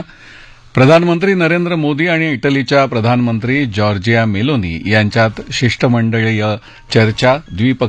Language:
Marathi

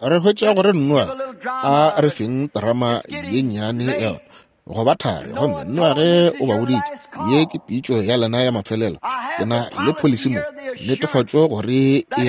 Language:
Northern Sotho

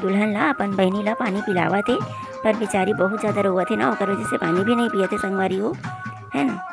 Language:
Chhattisgarhi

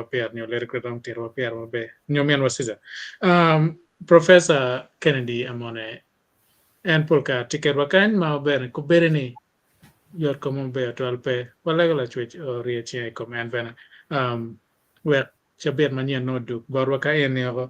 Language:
Acoli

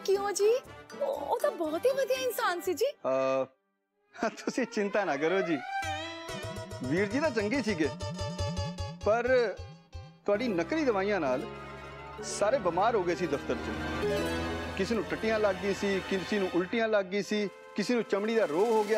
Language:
Punjabi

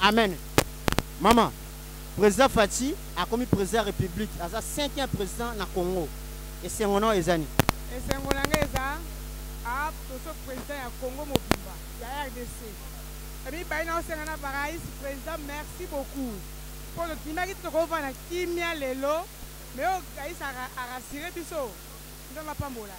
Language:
Lingala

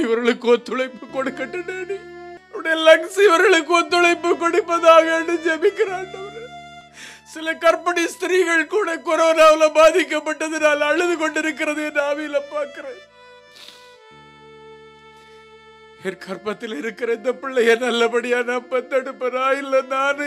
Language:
Tamil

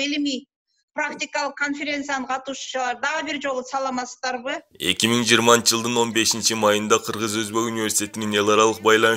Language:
Kyrgyz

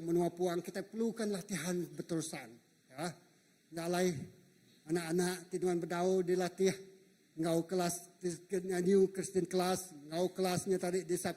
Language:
Iban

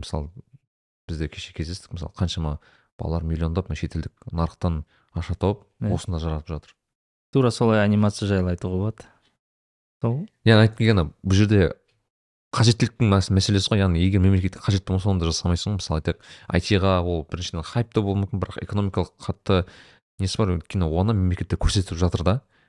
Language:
Kazakh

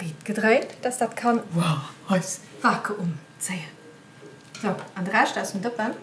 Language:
Luxembourgish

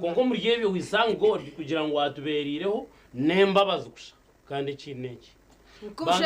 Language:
Nyankole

